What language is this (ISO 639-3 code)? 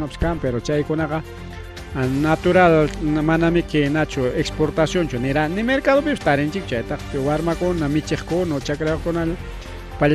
quy